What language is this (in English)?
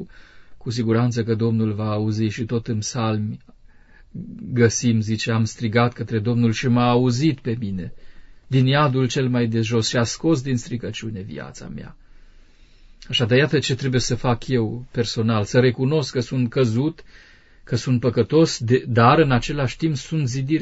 Romanian